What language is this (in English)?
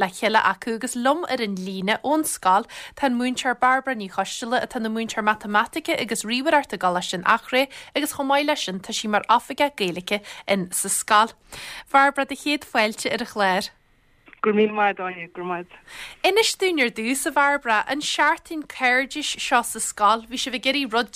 Irish